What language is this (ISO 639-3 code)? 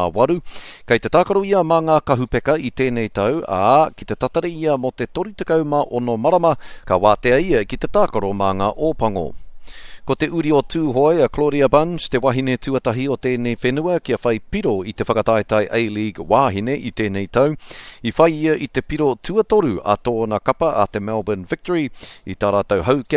mri